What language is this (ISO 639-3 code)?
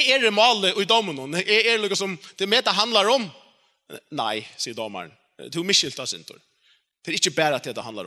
fao